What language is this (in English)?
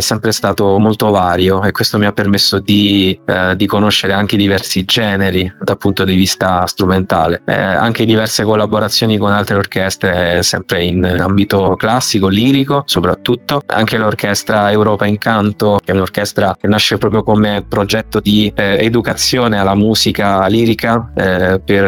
Italian